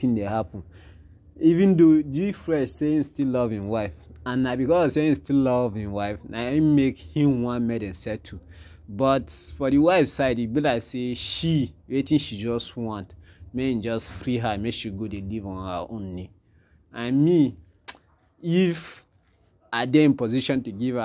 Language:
Nigerian Pidgin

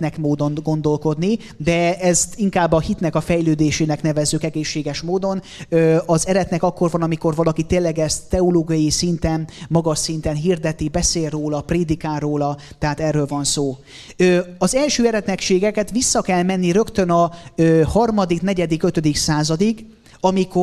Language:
Hungarian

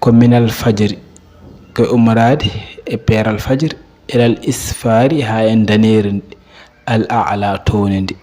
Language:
Fula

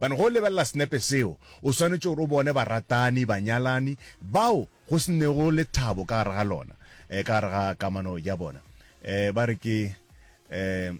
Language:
Northern Sotho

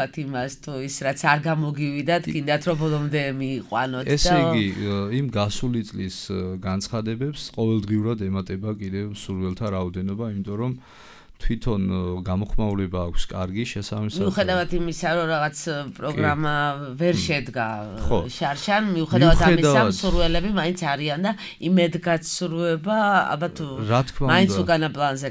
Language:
Georgian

